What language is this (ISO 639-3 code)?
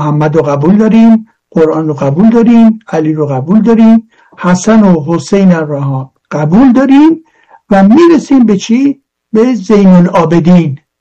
fas